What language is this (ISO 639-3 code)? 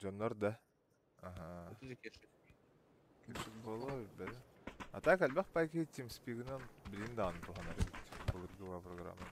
sah